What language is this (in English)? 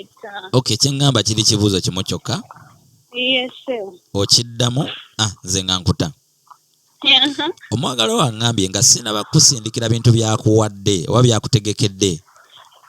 Ganda